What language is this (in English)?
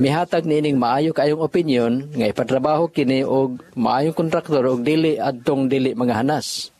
Cebuano